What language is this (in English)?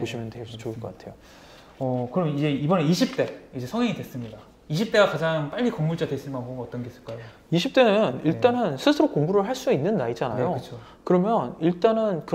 Korean